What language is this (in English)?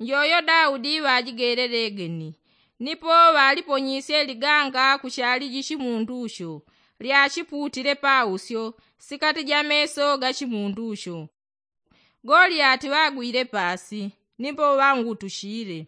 Yao